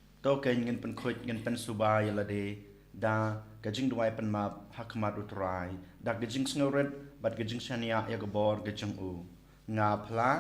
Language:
Khasi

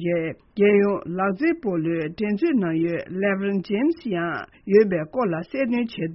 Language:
Tibetan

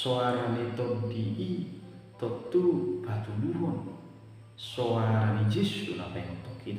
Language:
Batak Toba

